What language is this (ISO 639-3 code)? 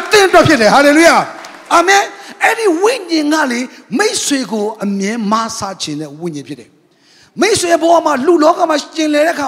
mya